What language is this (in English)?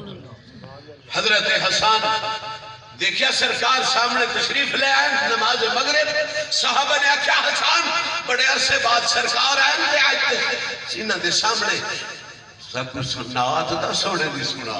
Saraiki